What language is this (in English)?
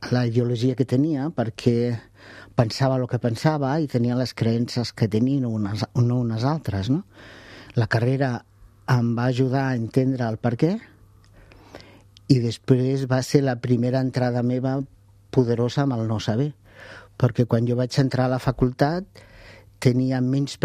Catalan